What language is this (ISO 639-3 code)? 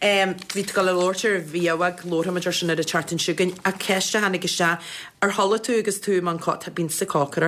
gle